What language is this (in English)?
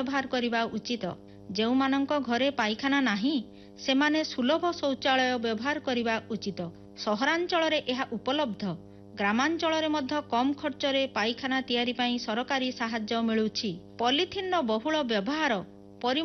Odia